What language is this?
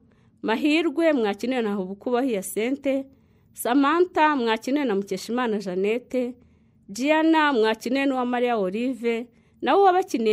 Kinyarwanda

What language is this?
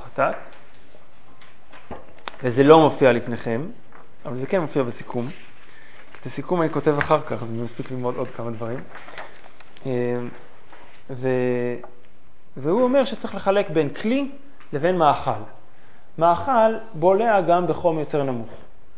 Hebrew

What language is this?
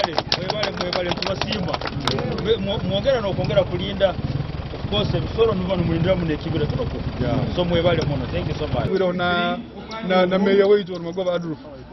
Nyankole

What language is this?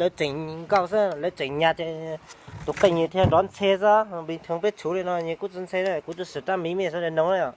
Hmong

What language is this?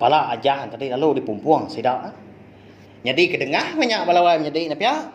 Iban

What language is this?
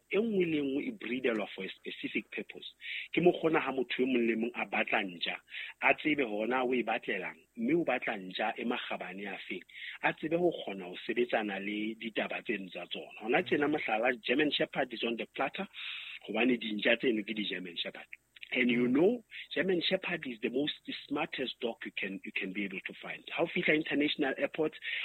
Southern Sotho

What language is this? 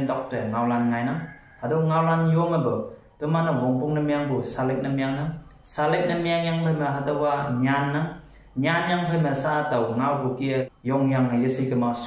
Konyak Naga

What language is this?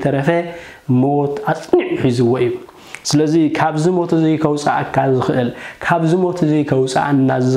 Tigrinya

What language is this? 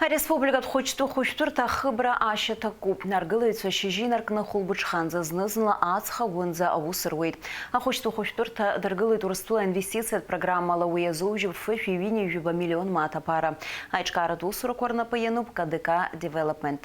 Abkhazian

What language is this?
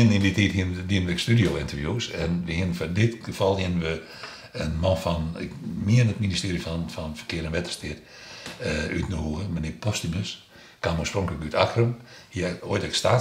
Western Frisian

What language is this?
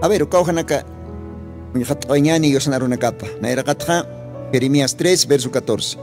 Aymara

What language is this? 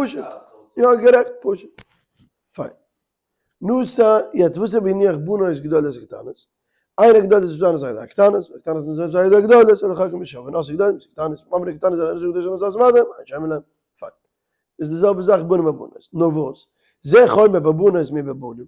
Yiddish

